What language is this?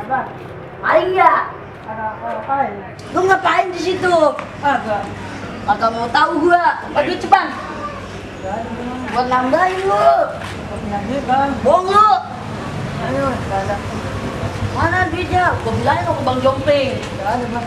Betawi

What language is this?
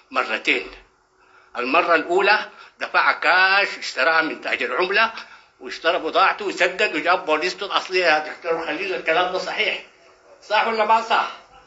Sudanese Arabic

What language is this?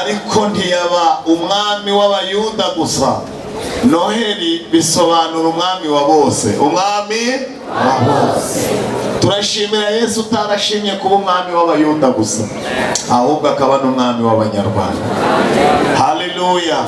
Kinyarwanda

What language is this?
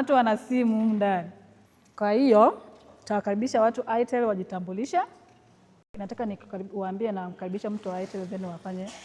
Swahili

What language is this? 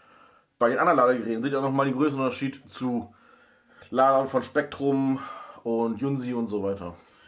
German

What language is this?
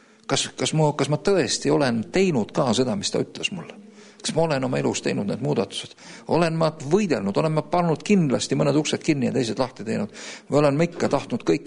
Estonian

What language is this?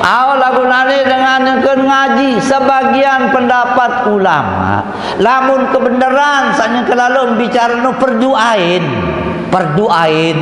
Sasak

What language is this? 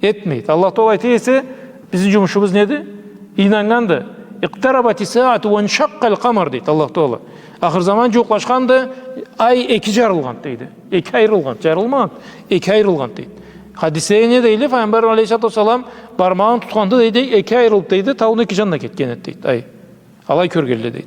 Karachay-Balkar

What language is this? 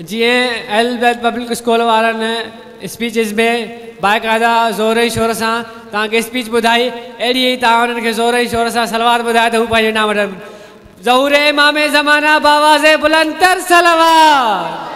Sindhi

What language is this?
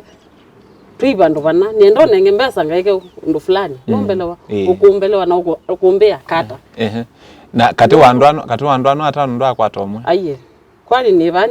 Kamba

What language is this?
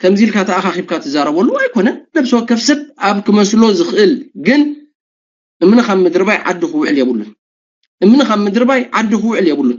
Tigrinya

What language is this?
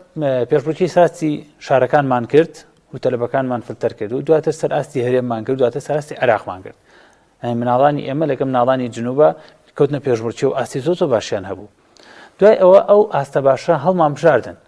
Central Kurdish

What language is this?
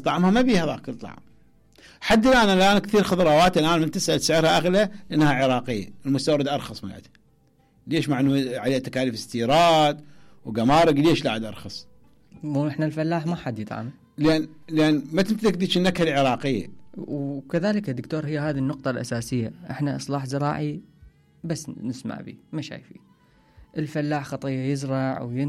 Mesopotamian Arabic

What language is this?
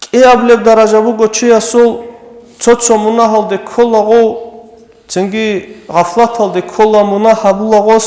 Avaric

